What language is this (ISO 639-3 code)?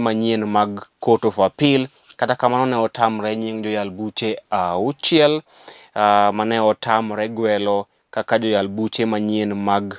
luo